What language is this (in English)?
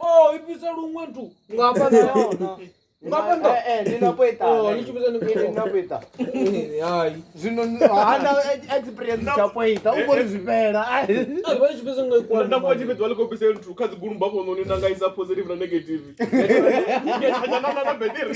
Venda